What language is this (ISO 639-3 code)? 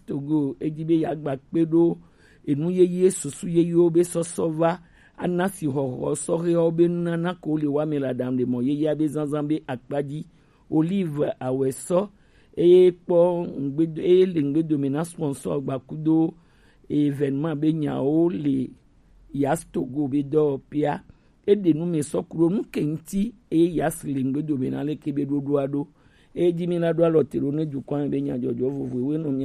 gej